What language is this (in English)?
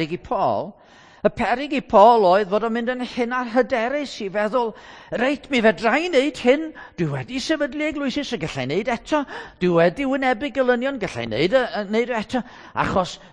Welsh